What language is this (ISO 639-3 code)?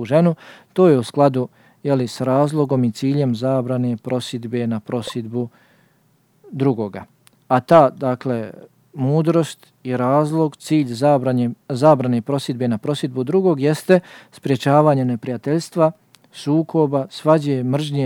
bos